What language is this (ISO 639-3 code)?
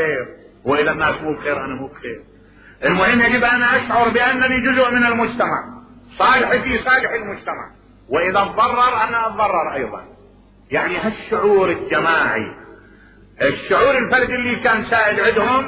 acm